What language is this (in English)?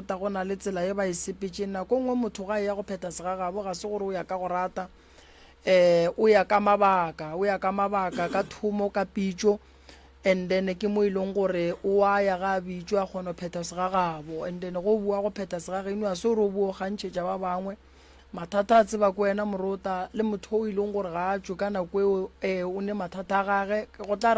Northern Sotho